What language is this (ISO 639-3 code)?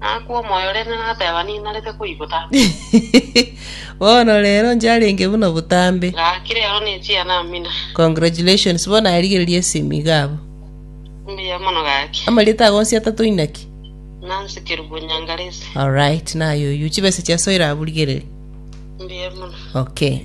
guz